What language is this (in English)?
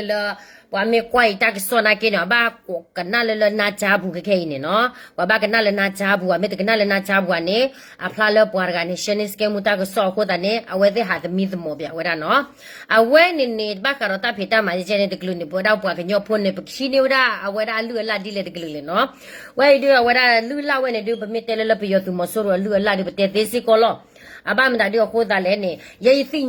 S'gaw Karen